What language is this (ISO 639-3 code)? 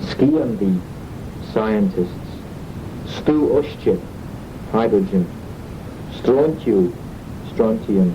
glv